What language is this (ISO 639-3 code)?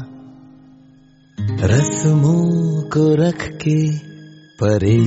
hin